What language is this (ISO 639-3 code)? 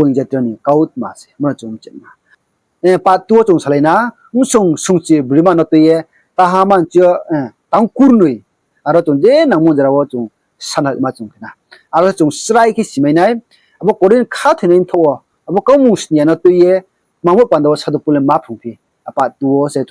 ria